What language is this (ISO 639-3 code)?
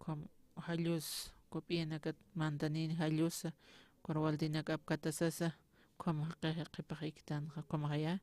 aym